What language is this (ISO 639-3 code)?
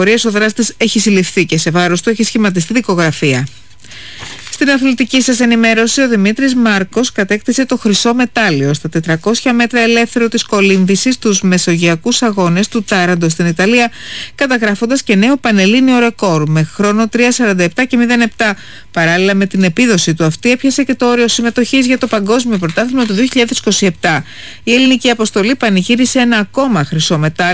ell